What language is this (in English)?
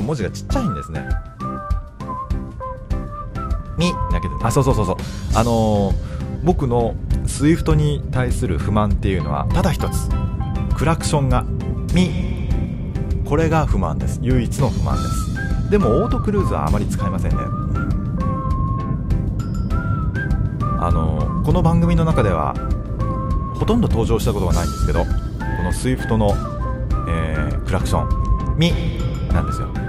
Japanese